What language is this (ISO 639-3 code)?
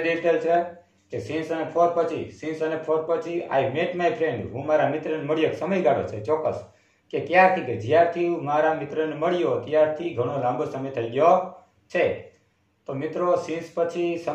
guj